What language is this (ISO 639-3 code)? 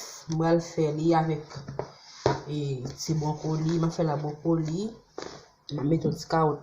hat